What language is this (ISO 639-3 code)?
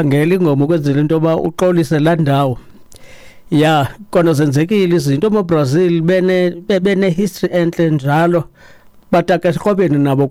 xho